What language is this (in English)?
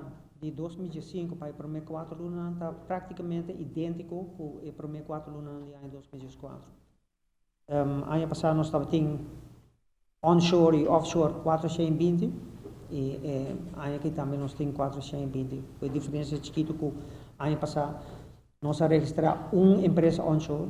Papiamento